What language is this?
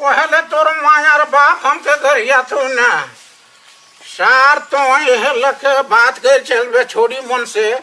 Sadri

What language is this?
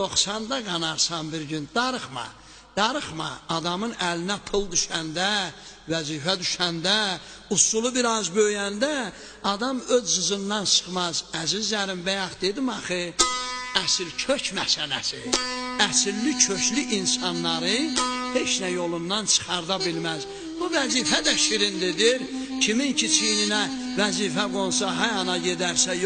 South Azerbaijani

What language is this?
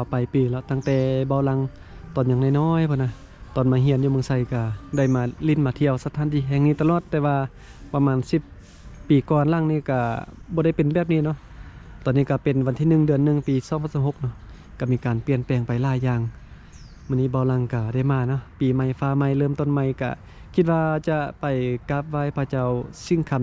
Lao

